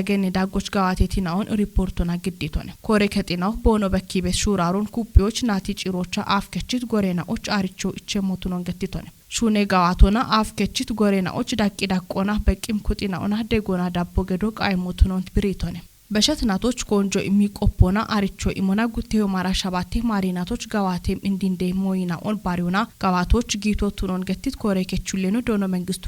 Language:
Kafa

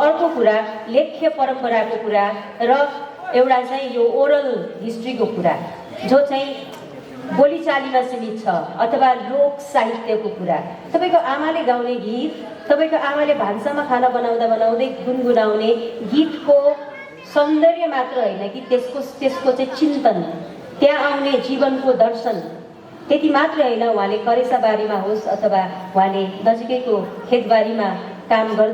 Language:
Nepali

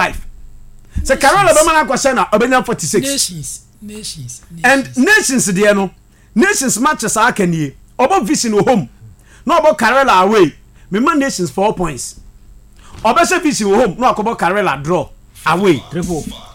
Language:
Akan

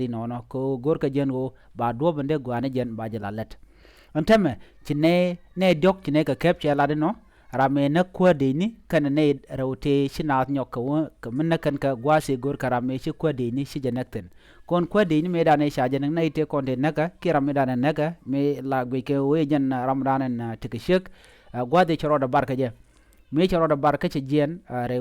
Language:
Nuer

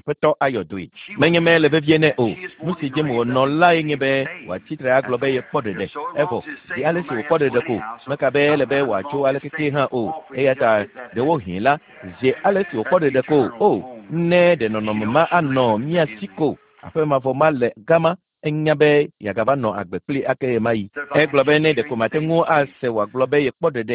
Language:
Ewe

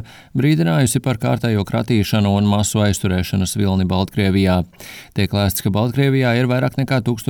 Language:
Latvian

